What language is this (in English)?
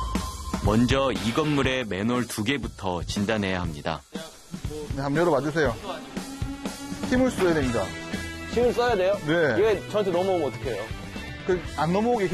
Korean